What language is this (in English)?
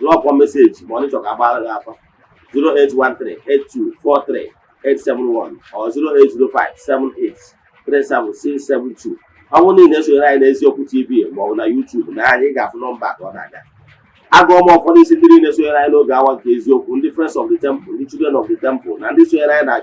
Igbo